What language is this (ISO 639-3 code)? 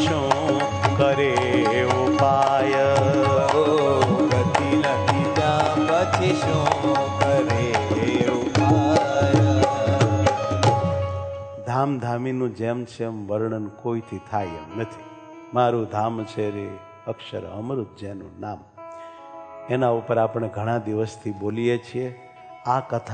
guj